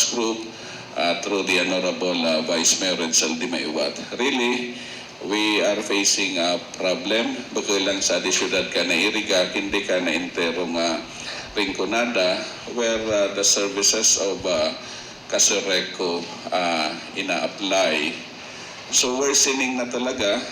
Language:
Bikol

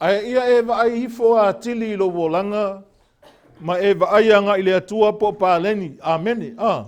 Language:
Samoan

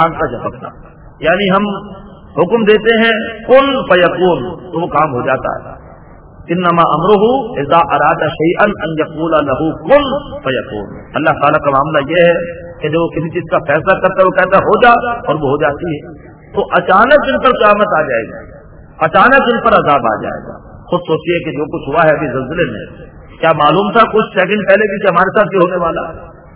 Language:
Urdu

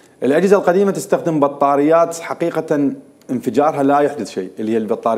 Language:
Mesopotamian Arabic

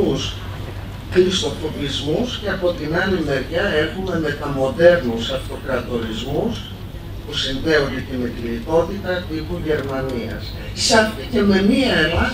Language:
Greek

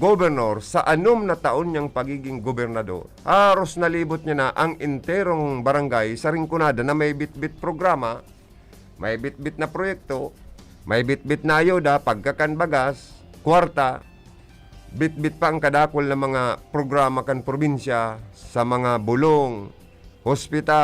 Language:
Bikol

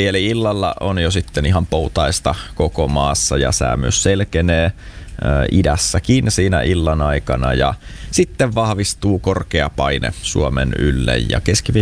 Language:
Finnish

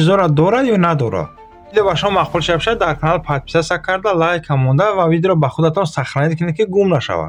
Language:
Tajik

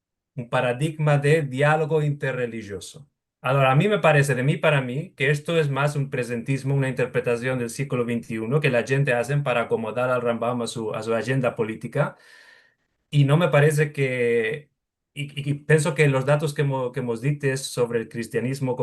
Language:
Ladino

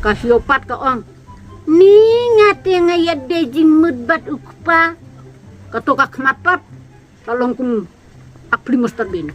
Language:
Khasi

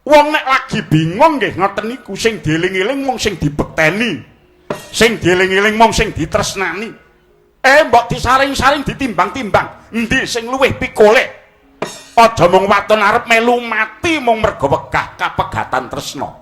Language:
Javanese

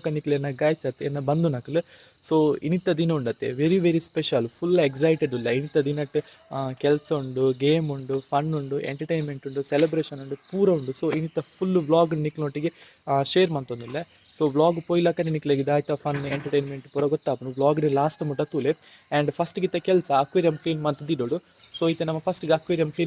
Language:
Tulu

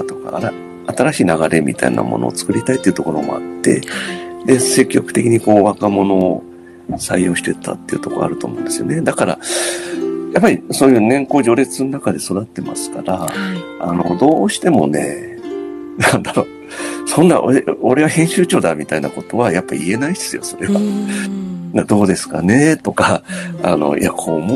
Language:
Japanese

